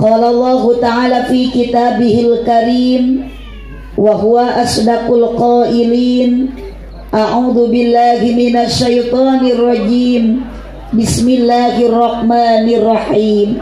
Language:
Sundanese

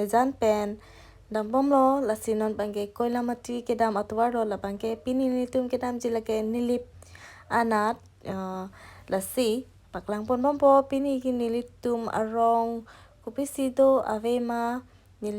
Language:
Karbi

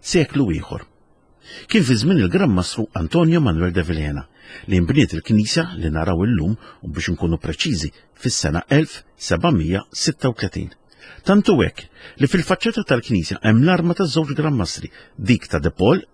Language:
Maltese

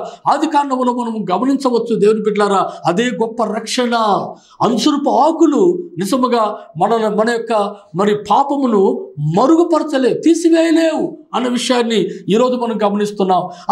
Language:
Telugu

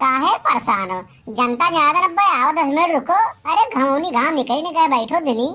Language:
Awadhi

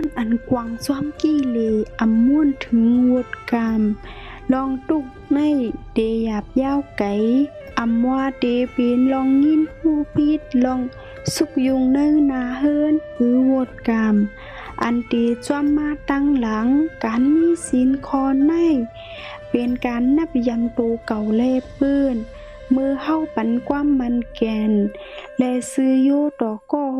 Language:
Shan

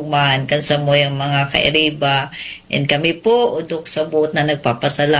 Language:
Bikol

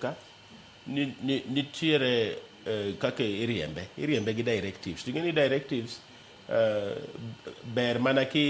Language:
Luo (Kenya and Tanzania)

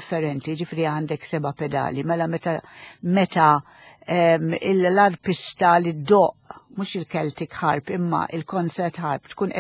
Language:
Maltese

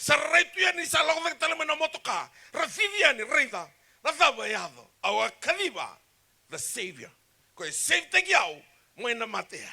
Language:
Fijian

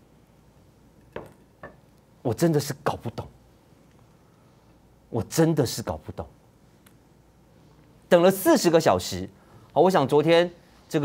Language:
Chinese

